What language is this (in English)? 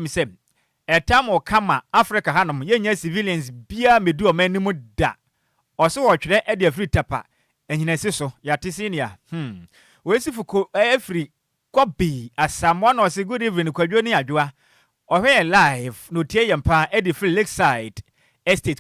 Akan